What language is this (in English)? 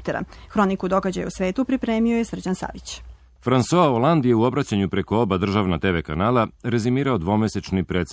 Serbian